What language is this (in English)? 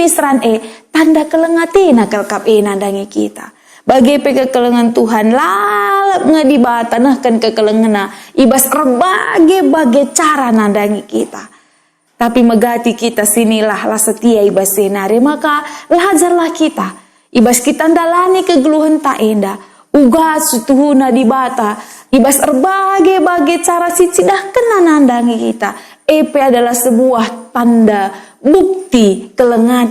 Batak Karo